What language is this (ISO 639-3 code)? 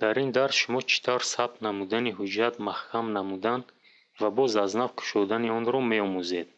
tgk